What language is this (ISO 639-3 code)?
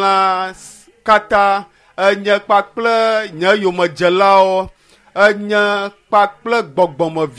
ewe